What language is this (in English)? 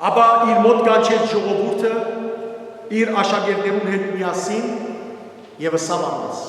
Western Armenian